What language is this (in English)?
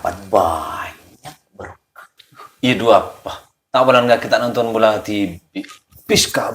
Madurese